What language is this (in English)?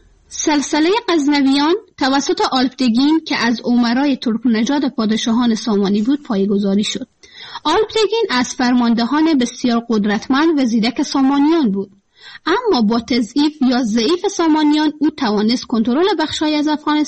Persian